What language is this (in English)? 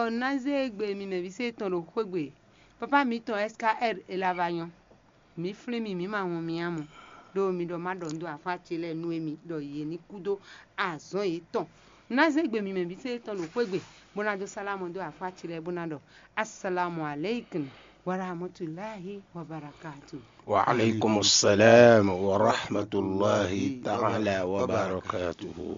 Fon